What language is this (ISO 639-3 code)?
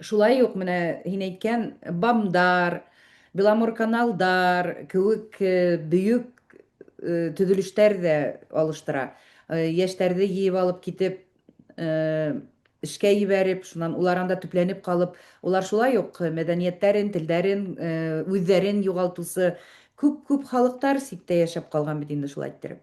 bak